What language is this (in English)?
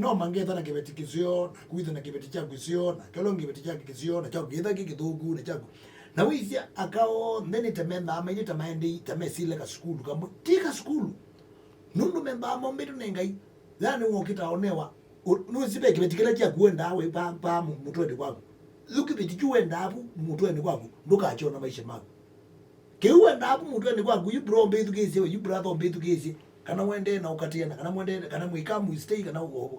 Kamba